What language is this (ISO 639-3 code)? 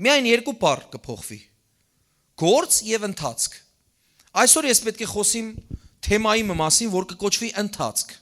hyw